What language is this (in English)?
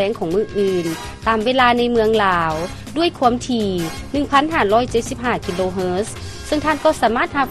Lao